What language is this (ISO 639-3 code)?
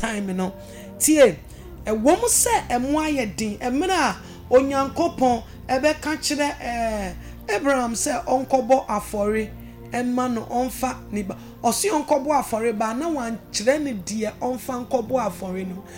aka